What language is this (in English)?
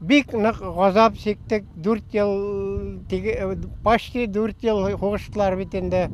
Bashkir